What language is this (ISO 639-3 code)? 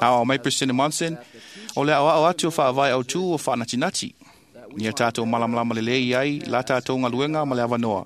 smo